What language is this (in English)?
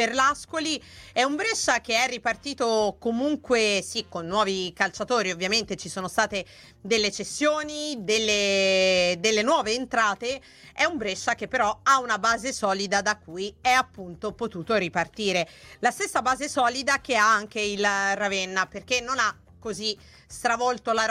Italian